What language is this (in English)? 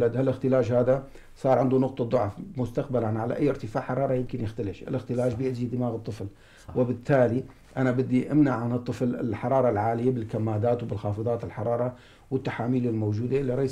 North Levantine Arabic